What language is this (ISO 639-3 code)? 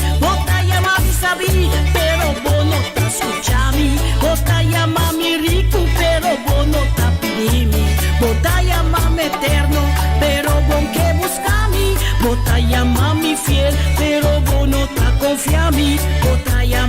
pap